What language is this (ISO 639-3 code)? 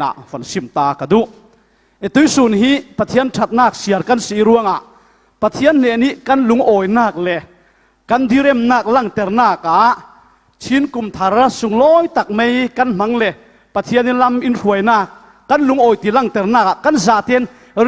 cfm